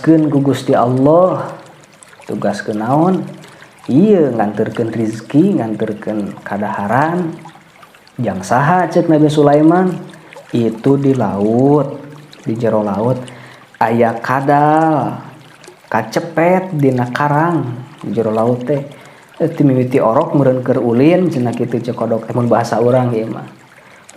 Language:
Sundanese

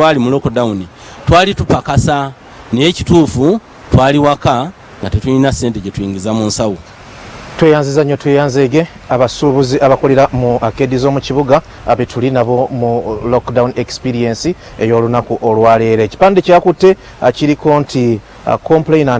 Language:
Ganda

